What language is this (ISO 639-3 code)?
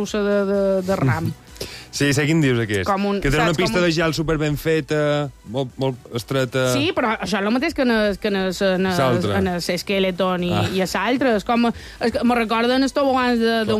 cat